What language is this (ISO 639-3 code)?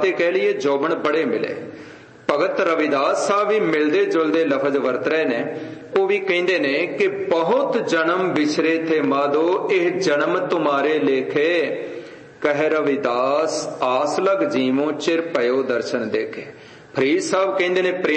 pan